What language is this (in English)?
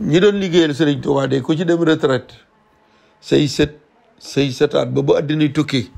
Wolof